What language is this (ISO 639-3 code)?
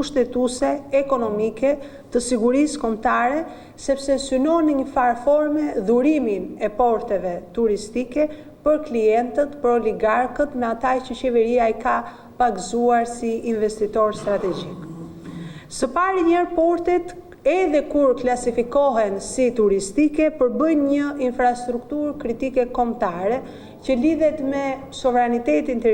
sqi